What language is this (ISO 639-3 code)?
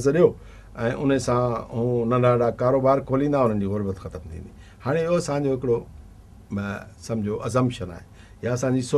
snd